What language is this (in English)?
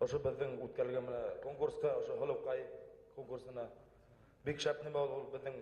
Bashkir